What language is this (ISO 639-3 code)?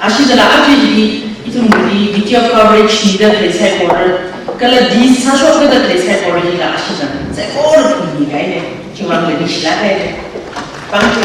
nmf